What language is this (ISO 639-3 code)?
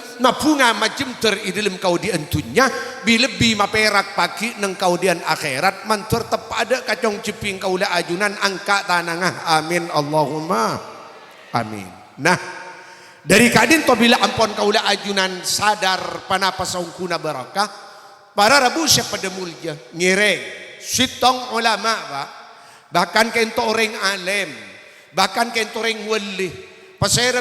mad